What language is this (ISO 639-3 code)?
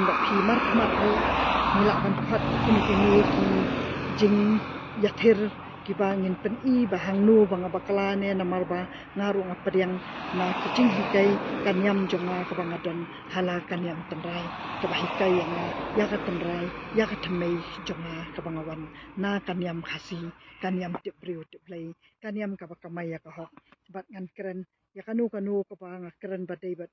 kha